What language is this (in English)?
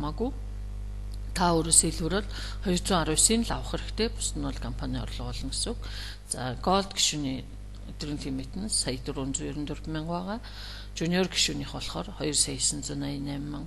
Mongolian